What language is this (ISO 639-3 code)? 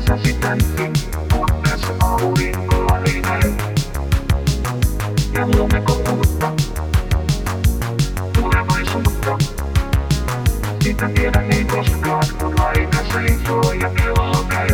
fin